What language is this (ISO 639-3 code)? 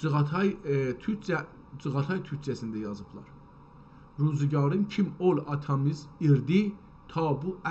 azb